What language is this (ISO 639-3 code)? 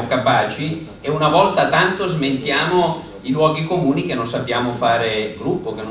ita